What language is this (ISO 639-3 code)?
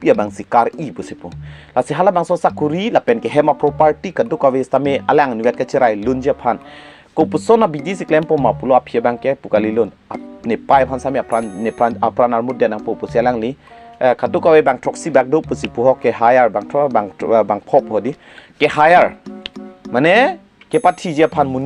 mjw